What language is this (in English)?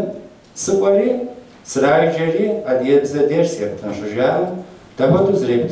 Kabardian